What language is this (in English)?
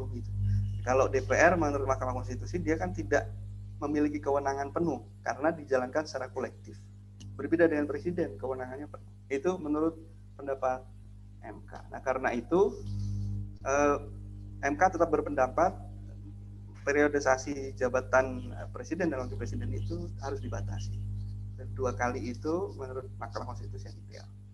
Indonesian